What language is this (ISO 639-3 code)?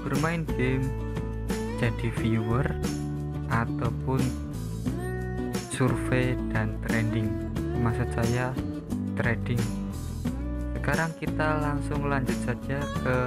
ind